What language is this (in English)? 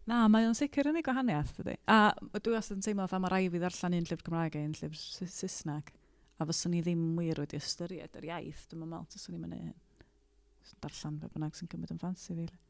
Welsh